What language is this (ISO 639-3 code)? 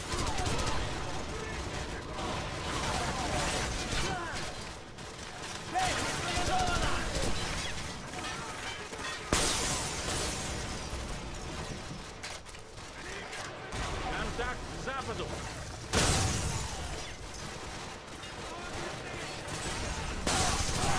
rus